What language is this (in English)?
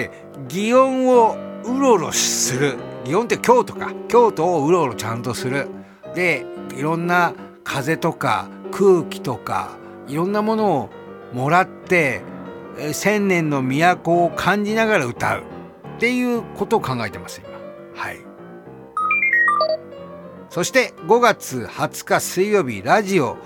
Japanese